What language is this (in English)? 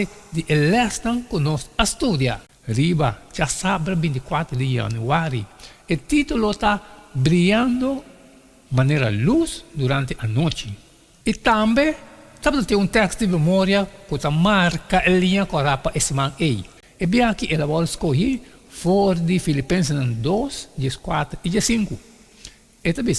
Papiamento